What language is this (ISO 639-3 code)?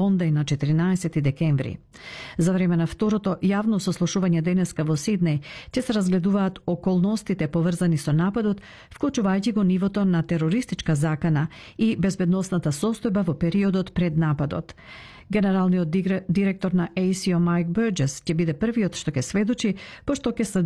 mkd